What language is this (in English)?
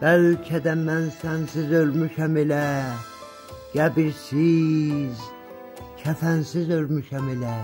South Azerbaijani